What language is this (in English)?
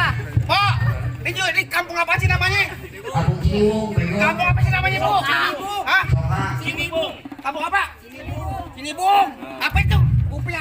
Betawi